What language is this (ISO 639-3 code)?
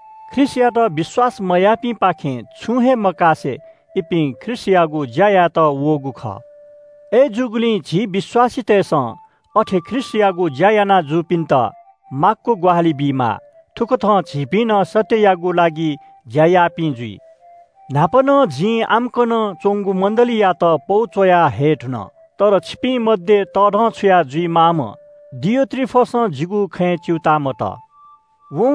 new